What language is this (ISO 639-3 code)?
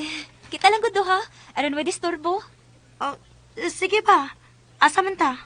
ceb